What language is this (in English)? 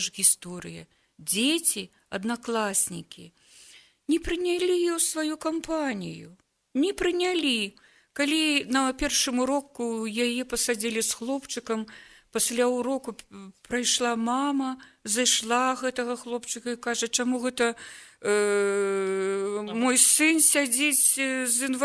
Belarusian